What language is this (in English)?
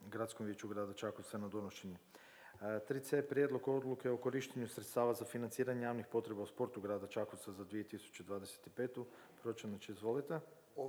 Croatian